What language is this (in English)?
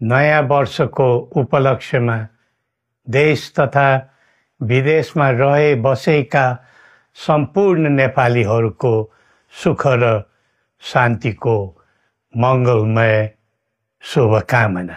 Nepali